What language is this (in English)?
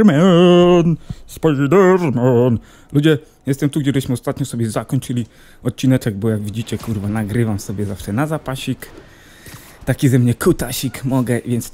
Polish